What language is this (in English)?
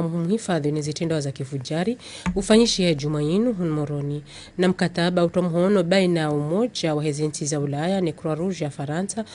Ngazidja Comorian